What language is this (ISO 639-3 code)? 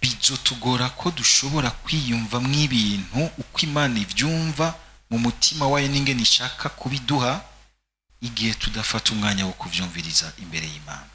run